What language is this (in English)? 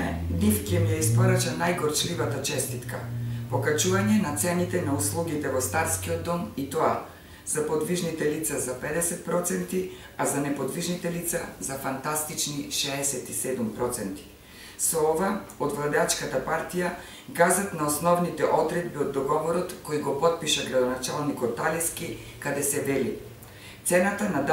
Macedonian